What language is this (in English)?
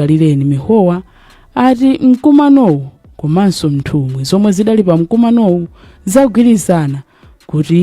Nyanja